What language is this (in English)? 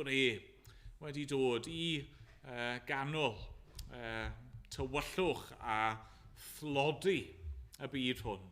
Welsh